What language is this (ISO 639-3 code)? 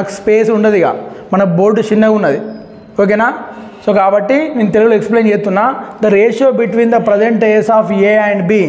tel